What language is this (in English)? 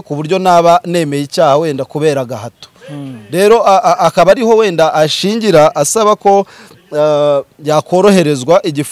Kinyarwanda